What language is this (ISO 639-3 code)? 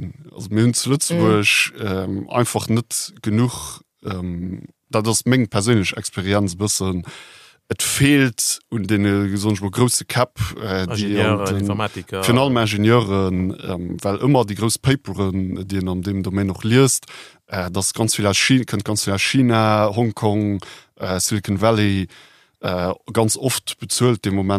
ltz